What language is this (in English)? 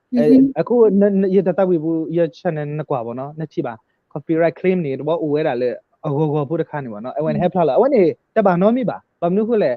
S'gaw Karen